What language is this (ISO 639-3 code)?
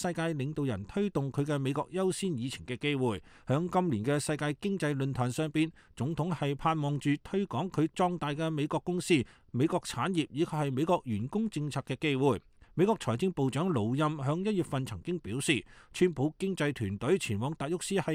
yue